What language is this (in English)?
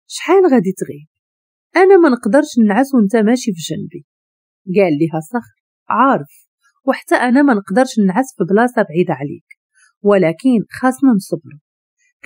Moroccan Arabic